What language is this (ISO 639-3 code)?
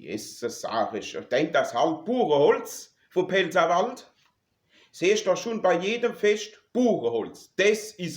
pfl